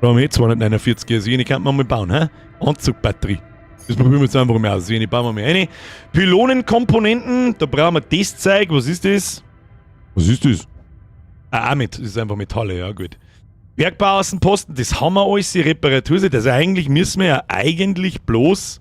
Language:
Bavarian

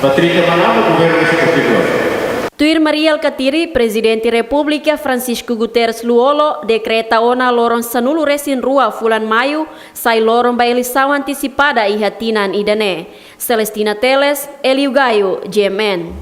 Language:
Tetum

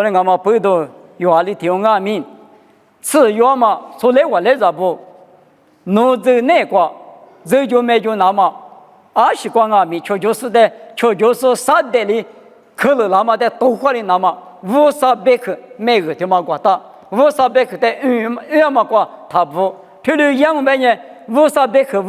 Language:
Lisu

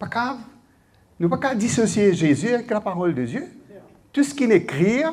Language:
Morisyen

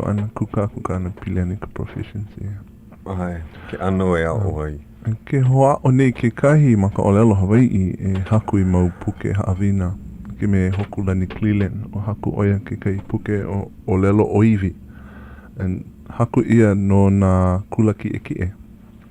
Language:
Hawaiian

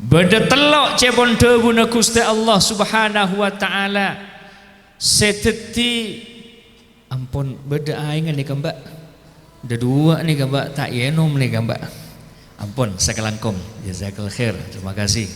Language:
Madurese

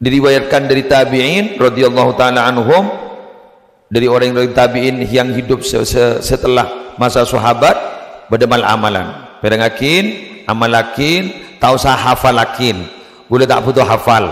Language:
Madurese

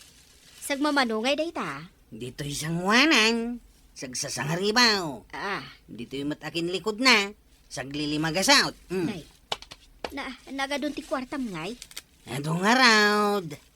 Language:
Iloko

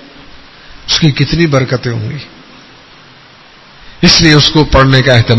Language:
Urdu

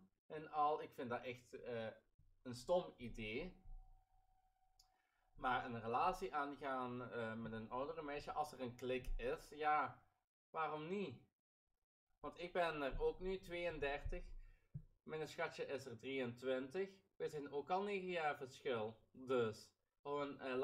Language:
Dutch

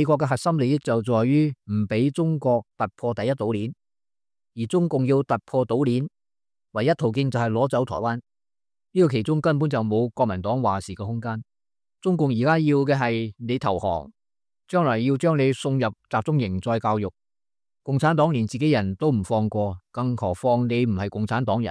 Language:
Cantonese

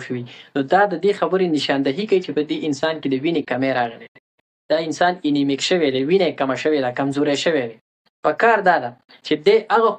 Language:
Pashto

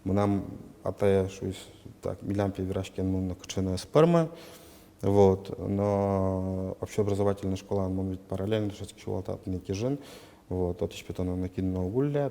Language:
Udmurt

